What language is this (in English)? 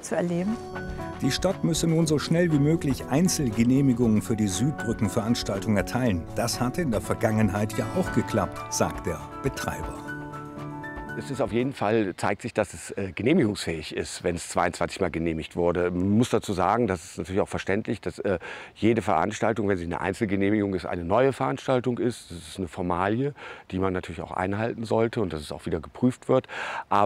German